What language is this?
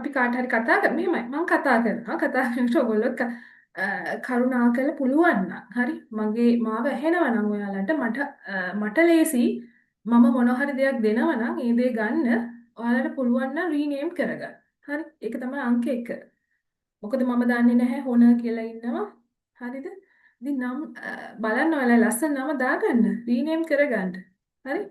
Sinhala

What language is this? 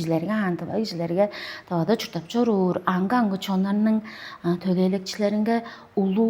Tuvinian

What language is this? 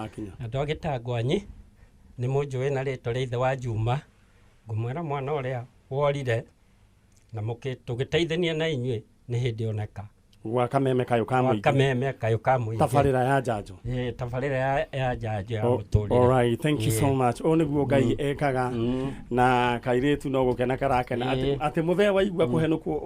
Kikuyu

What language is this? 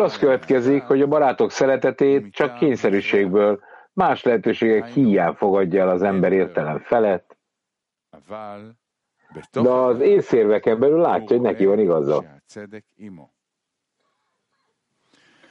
Hungarian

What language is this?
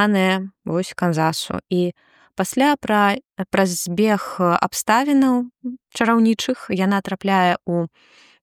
Belarusian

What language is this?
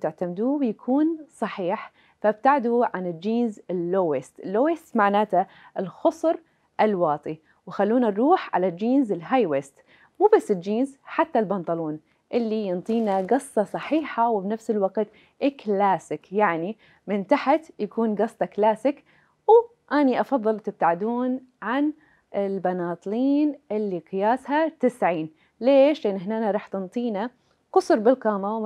Mesopotamian Arabic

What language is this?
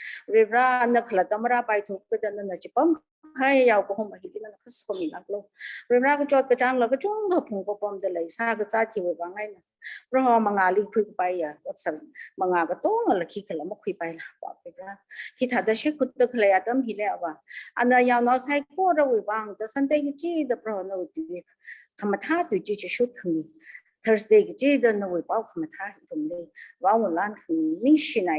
Tangkhul Naga (India)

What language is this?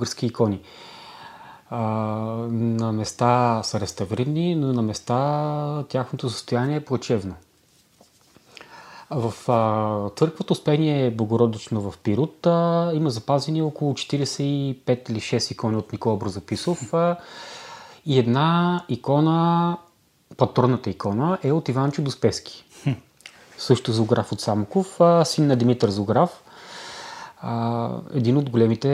Bulgarian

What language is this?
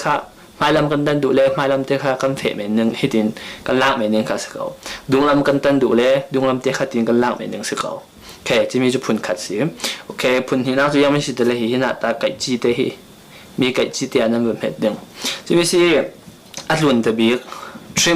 Falam Chin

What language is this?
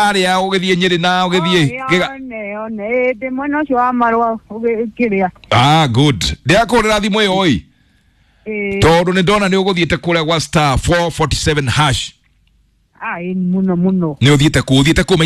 Kikuyu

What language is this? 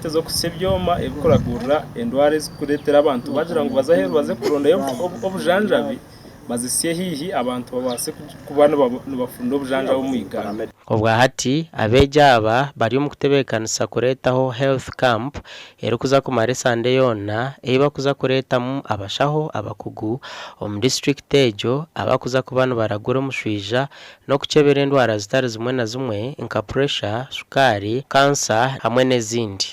Nyankole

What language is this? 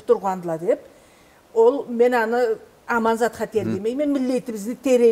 Karachay-Balkar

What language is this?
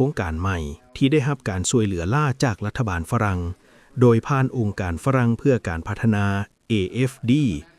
Lao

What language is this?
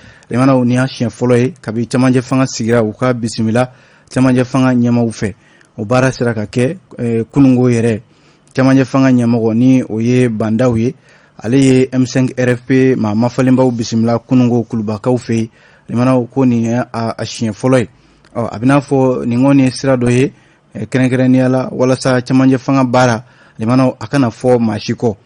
Bambara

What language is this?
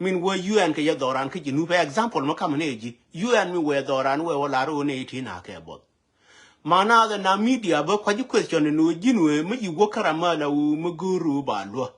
Nuer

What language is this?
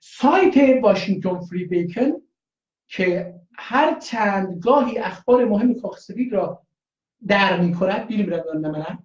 South Azerbaijani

